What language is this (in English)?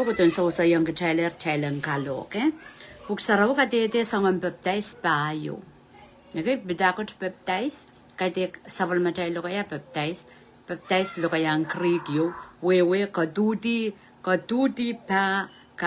Pohnpeian